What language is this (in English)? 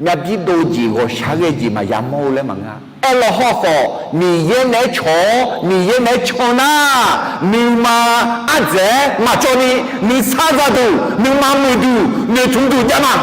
Akha